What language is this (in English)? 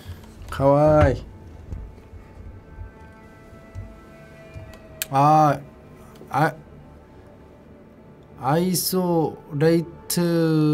Korean